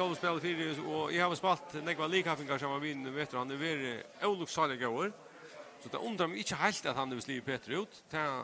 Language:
Faroese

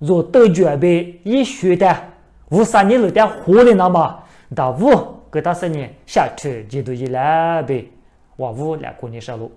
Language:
Lisu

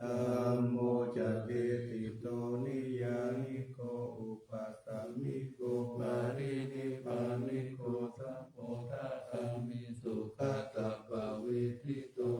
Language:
Pali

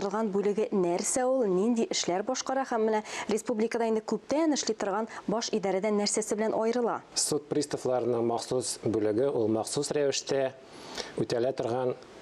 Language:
Tatar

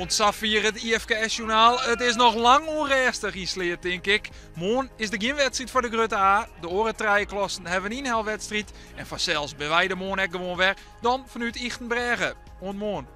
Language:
Western Frisian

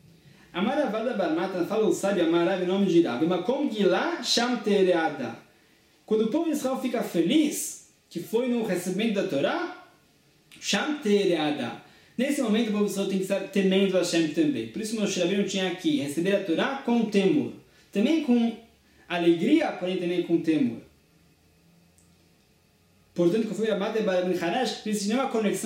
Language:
Portuguese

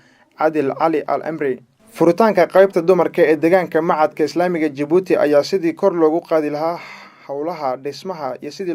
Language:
Somali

